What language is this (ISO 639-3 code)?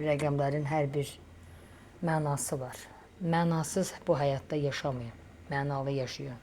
aze